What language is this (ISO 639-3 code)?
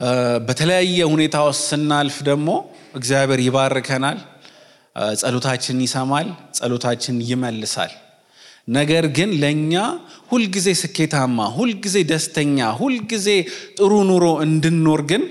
amh